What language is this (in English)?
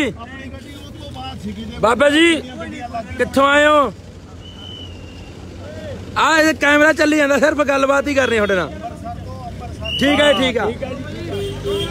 Punjabi